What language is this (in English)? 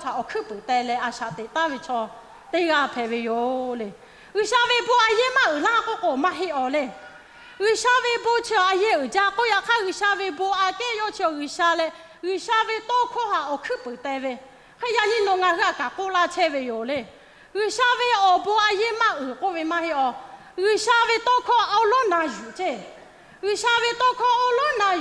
Lahu